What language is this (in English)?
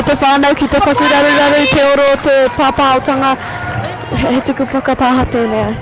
Māori